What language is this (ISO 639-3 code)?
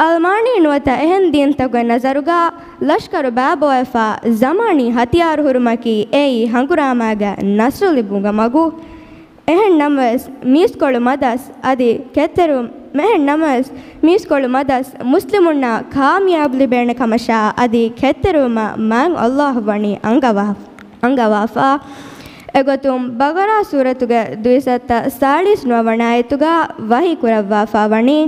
div